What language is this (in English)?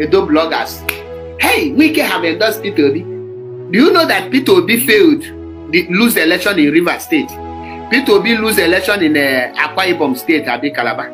Nigerian Pidgin